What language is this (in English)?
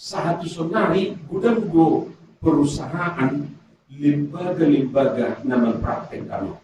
Batak Toba